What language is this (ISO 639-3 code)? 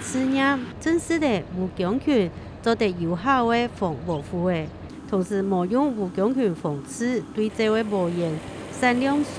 hak